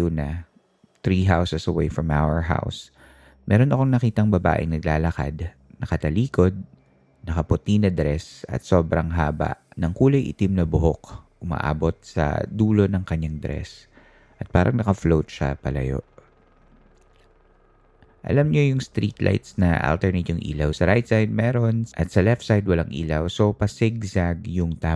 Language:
Filipino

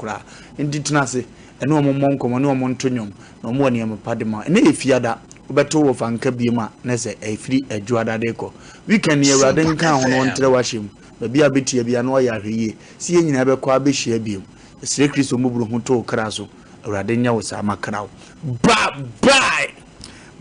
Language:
Akan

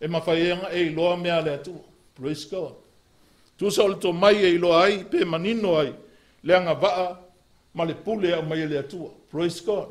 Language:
Samoan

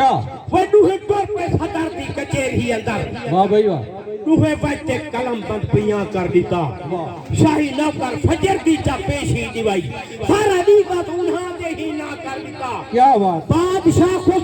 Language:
Saraiki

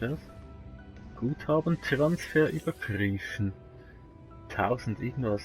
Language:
Swiss German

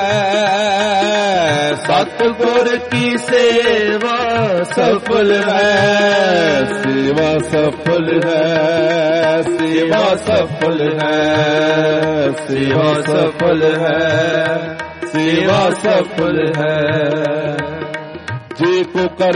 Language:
Punjabi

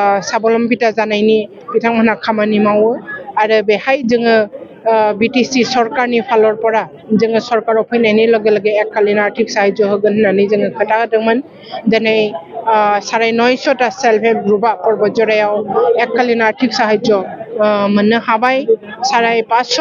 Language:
Bodo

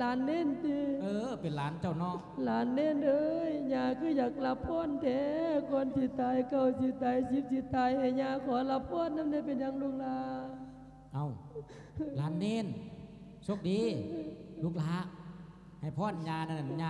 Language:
Lao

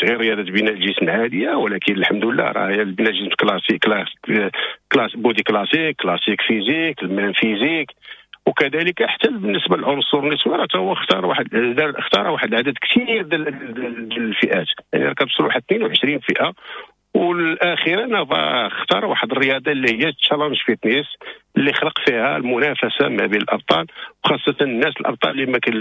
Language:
Moroccan Arabic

